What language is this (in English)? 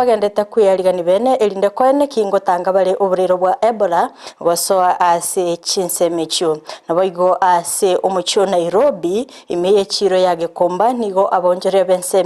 Gusii